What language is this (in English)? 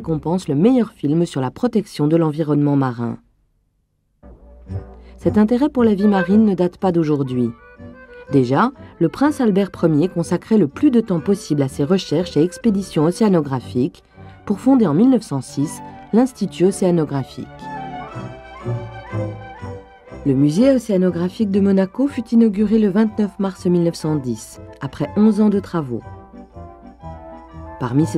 French